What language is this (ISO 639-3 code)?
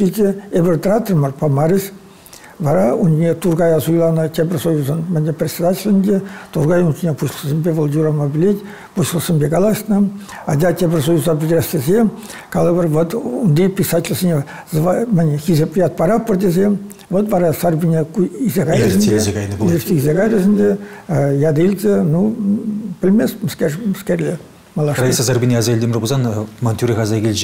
chv